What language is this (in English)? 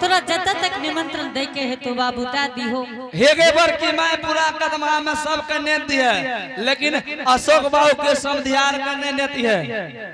Angika